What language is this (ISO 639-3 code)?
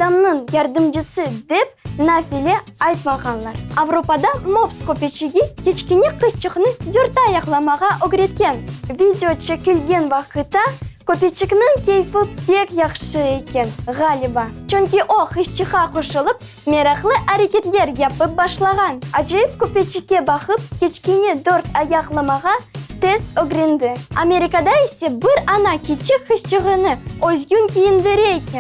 crh